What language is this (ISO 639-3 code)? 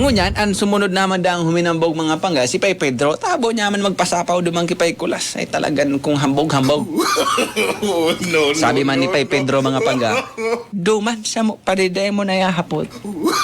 bik